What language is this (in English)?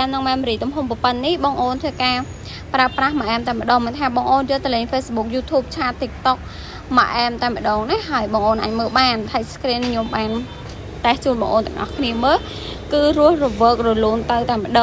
Khmer